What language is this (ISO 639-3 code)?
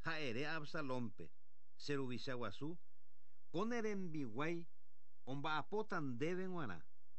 grn